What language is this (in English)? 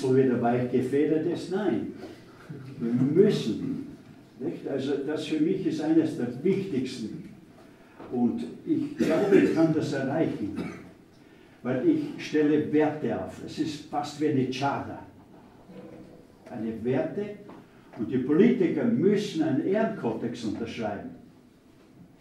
German